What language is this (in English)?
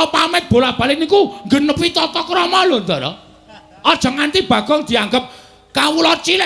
Javanese